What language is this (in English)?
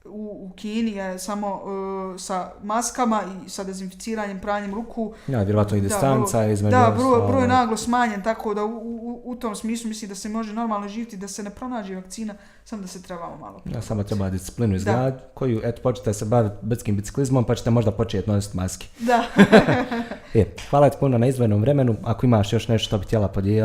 Bosnian